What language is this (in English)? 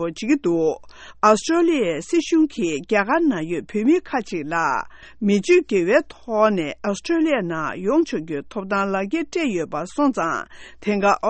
Tibetan